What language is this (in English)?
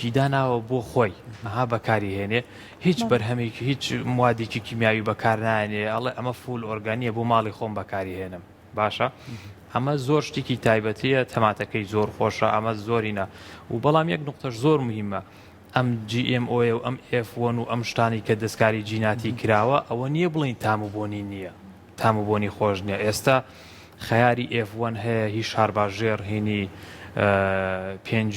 Central Kurdish